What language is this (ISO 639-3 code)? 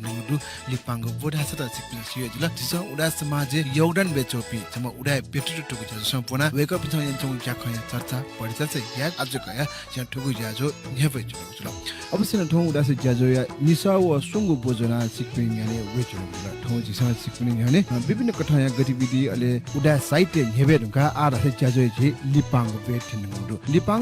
new